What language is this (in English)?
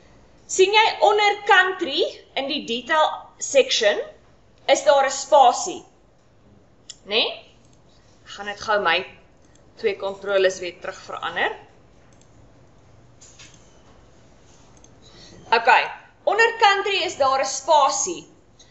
Afrikaans